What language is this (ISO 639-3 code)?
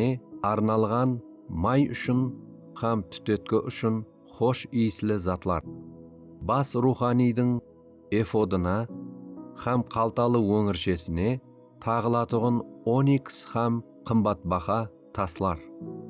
kaa